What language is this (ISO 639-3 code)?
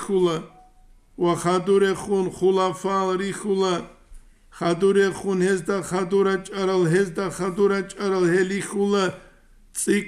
ava